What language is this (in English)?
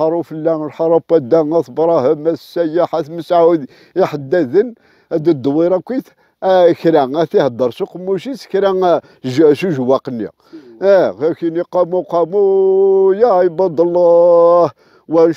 Kabyle